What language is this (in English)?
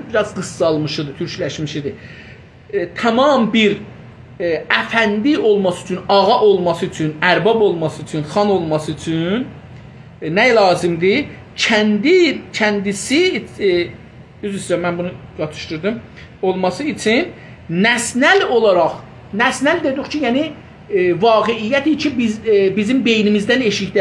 South Azerbaijani